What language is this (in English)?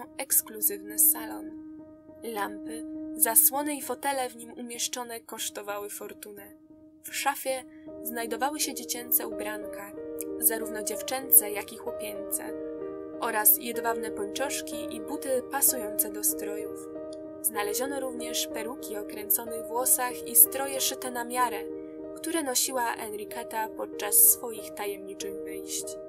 Polish